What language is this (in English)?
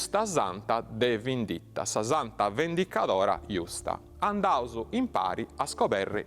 Sardinian